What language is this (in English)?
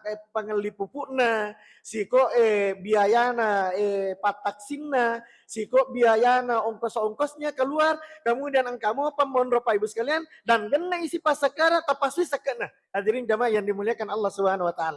Buginese